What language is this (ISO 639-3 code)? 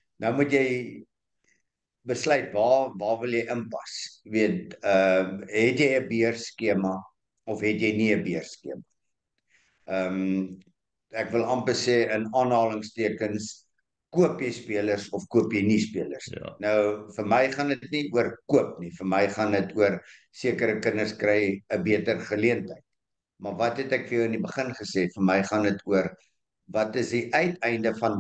afr